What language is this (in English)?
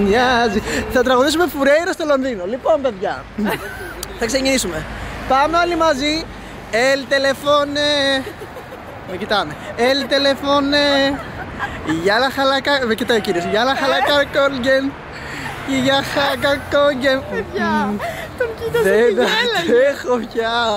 Greek